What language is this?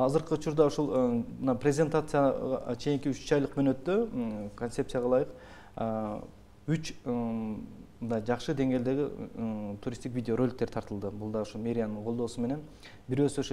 Kyrgyz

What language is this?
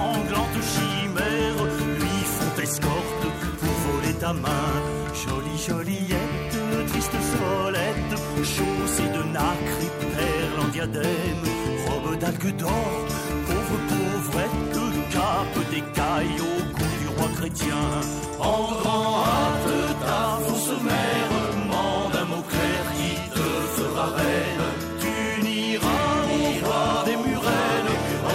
French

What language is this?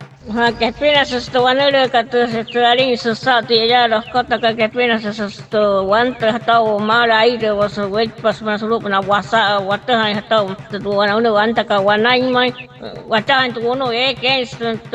Wayuu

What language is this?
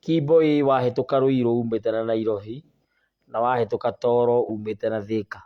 Kikuyu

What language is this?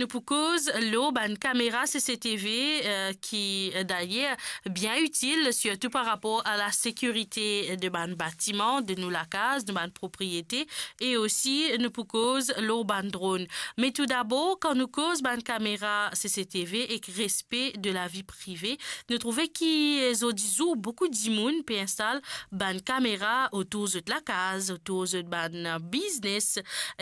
Morisyen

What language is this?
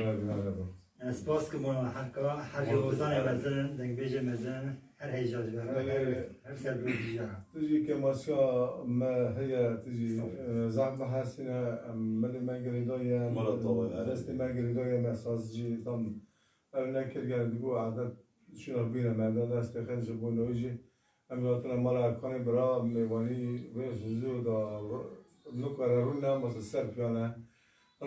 Kurdish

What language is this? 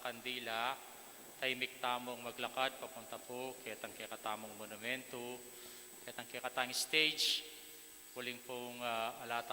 Pampanga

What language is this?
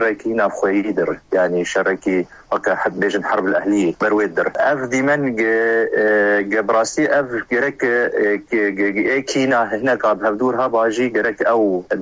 Kurdish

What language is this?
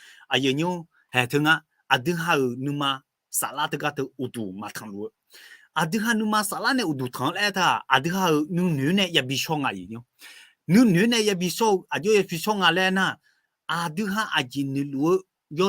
Akha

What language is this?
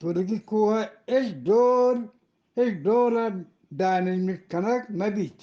Eastern Balochi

